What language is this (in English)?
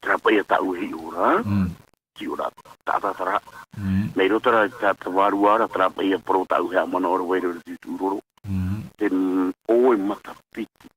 Tahitian